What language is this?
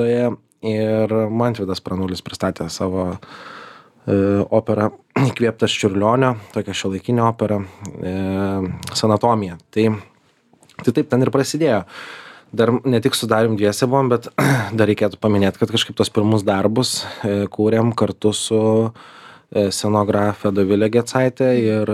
Lithuanian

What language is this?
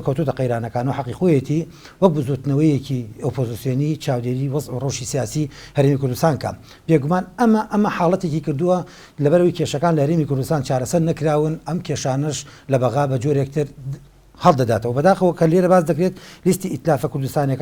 Central Kurdish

